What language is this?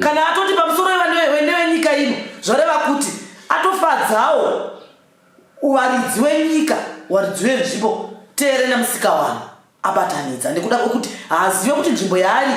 Shona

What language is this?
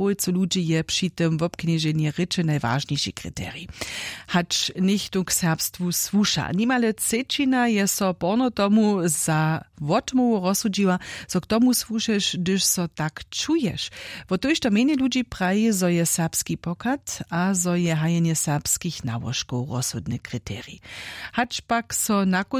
Upper Sorbian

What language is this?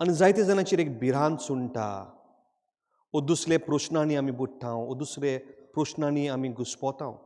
Konkani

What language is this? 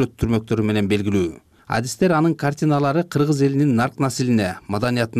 Kyrgyz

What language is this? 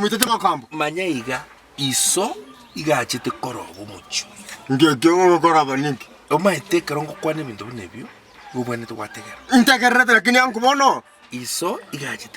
Gusii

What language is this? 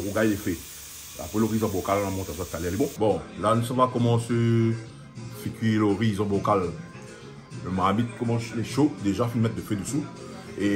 Réunion Creole French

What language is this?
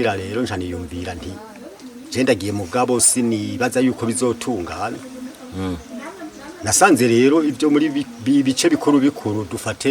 Rundi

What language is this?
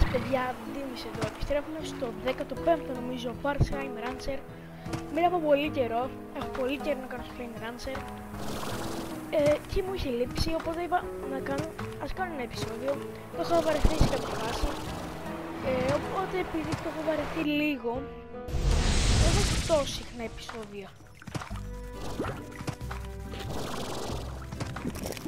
Greek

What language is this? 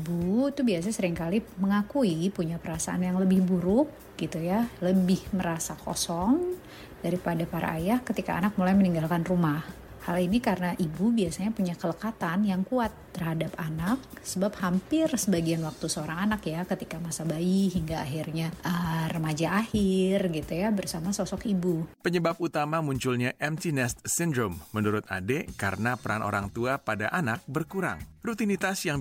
Indonesian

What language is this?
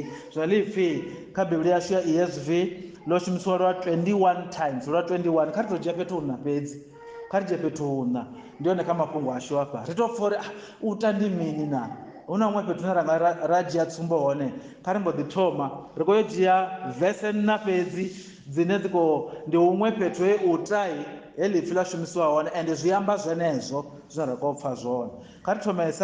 Venda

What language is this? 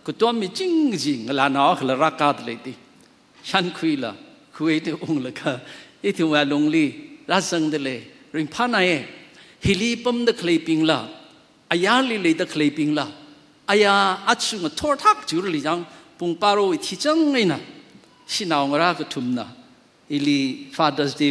Tangkhul Naga (India)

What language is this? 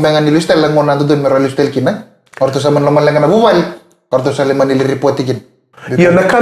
Fijian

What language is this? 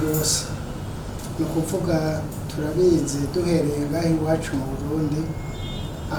Rundi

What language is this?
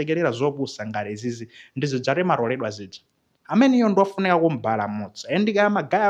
Nyanja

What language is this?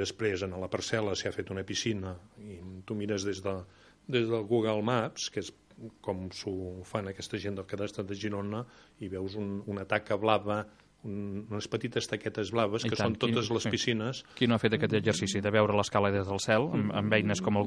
Catalan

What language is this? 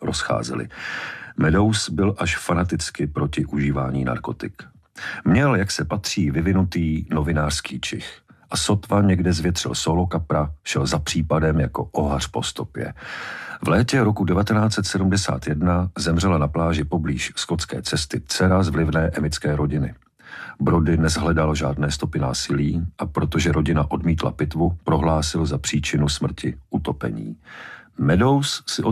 Czech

